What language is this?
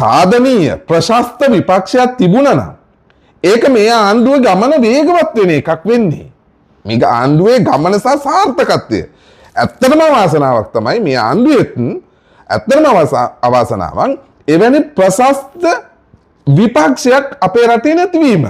Sinhala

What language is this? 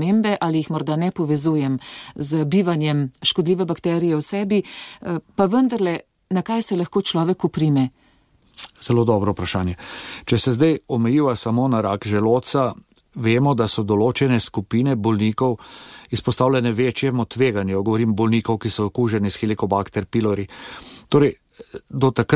Slovenian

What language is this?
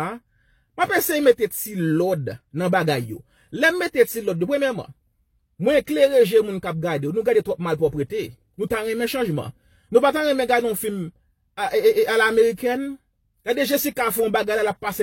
Haitian Creole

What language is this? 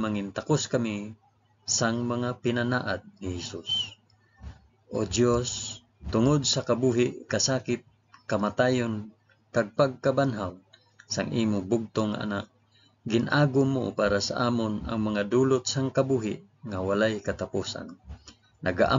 Hiligaynon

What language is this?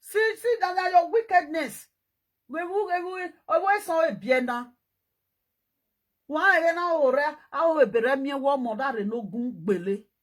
Nigerian Pidgin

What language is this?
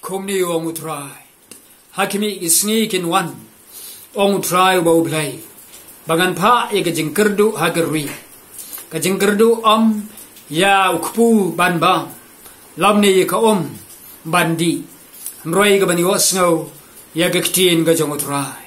Khasi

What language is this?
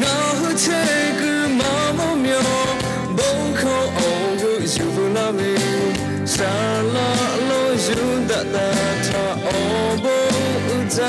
Lahu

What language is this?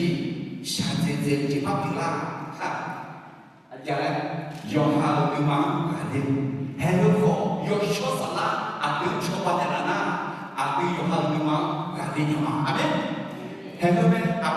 Akha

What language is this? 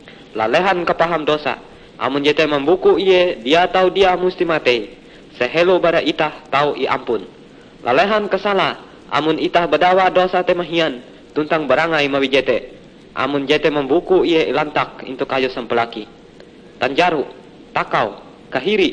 Ngaju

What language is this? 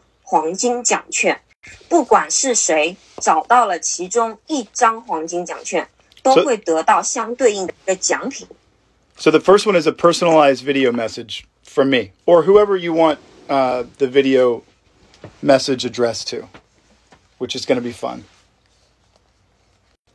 English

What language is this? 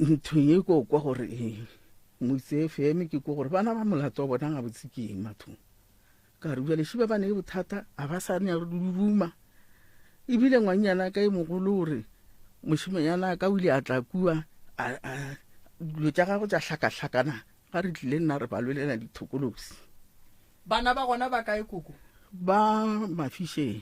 Northern Sotho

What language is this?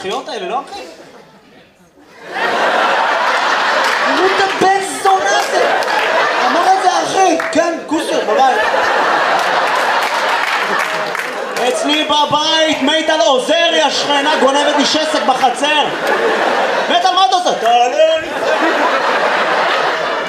Hebrew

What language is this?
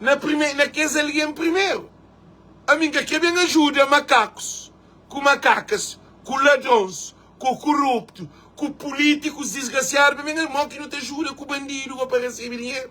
Kabuverdianu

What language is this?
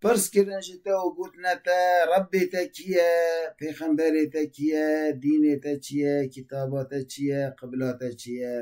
Kurdish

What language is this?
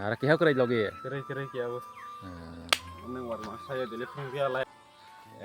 Kok Borok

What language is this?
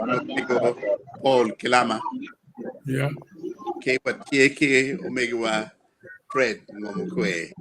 Acoli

